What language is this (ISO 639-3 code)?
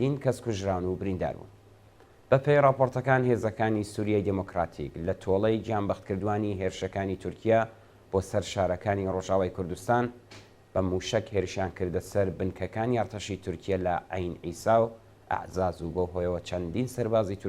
ckb